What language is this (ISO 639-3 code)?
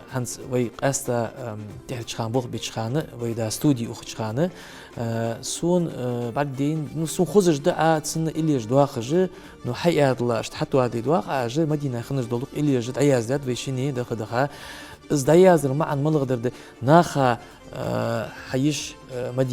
inh